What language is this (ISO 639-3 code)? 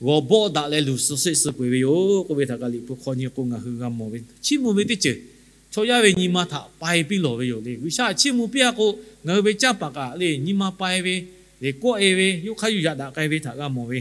lhu